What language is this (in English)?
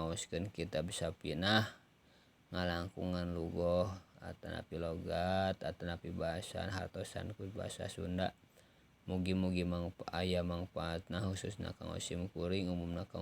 Sundanese